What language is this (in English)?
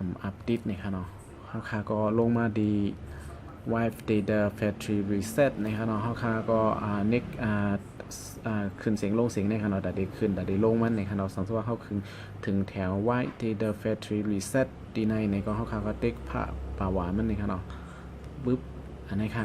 Shan